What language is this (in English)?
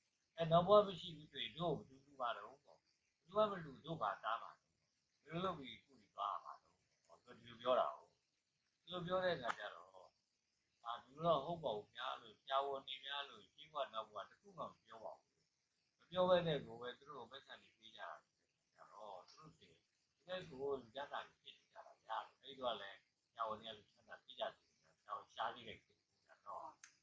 Burmese